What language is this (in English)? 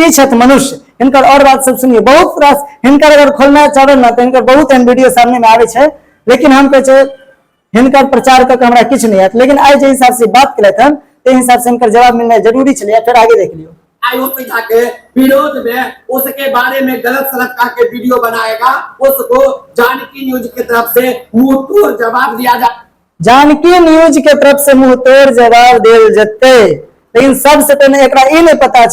Maithili